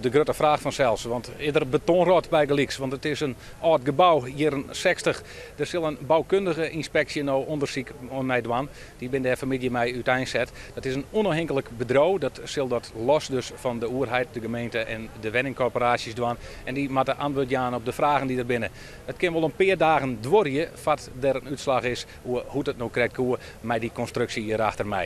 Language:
Western Frisian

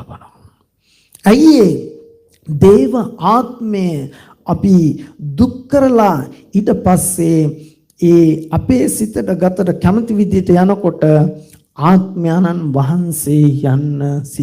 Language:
Sinhala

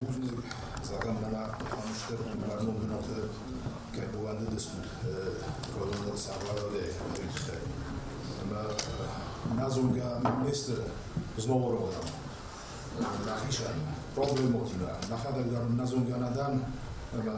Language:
Ossetic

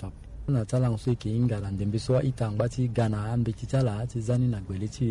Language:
Sango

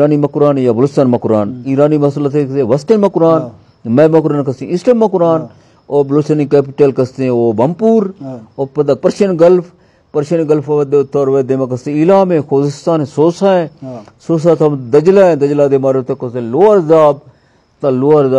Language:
Eastern Balochi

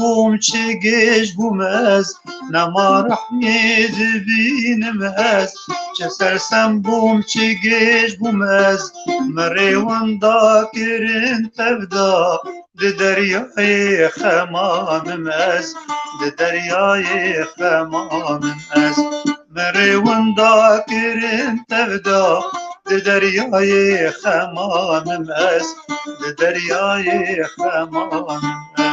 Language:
Kurdish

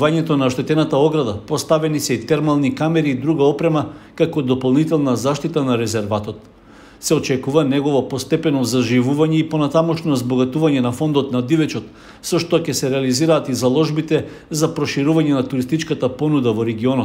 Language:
Macedonian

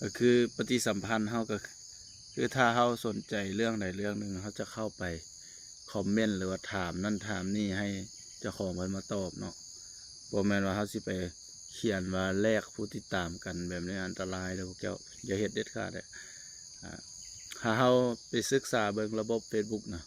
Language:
Lao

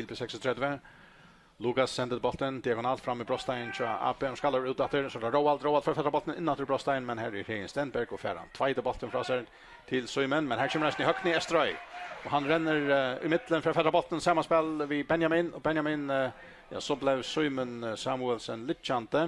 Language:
Faroese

